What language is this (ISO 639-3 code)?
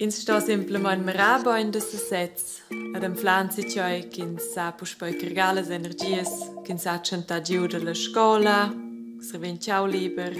roh